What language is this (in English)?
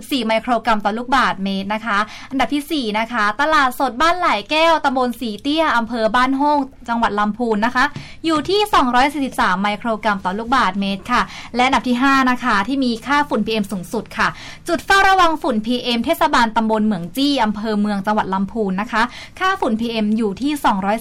Thai